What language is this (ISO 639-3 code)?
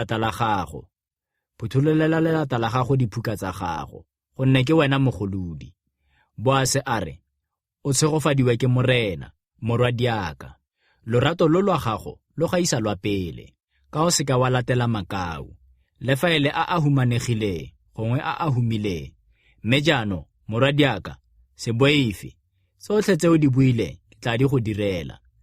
tsn